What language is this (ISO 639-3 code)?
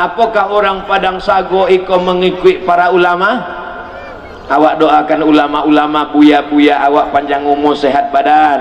min